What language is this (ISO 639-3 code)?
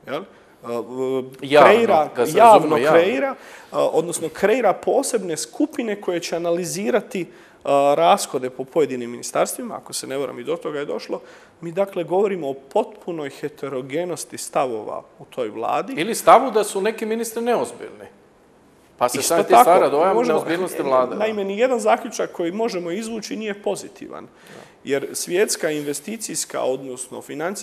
hrv